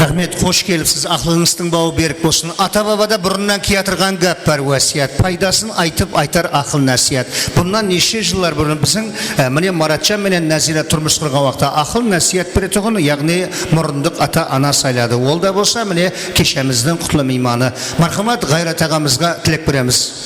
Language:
Kara-Kalpak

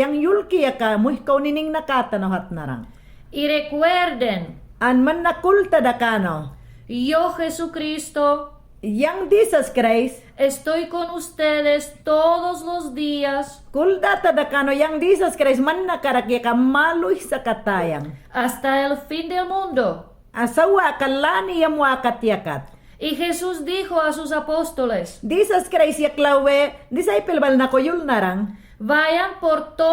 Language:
Mayangna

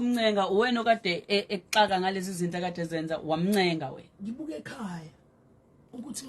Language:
Zulu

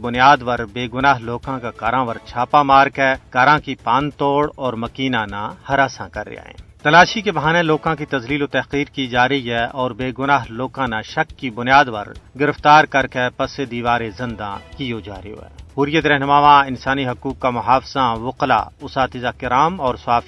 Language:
Gujari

